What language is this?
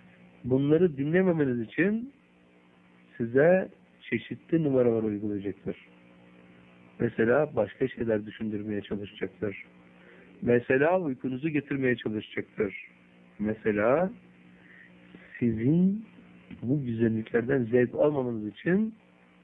Turkish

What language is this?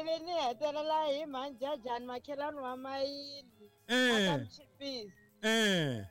Tsonga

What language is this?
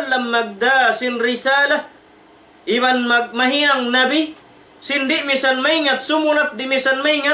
Tausug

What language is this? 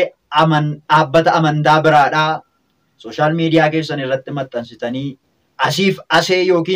Oromo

